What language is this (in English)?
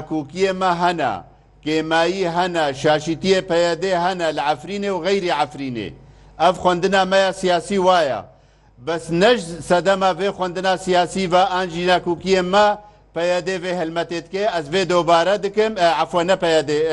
Kurdish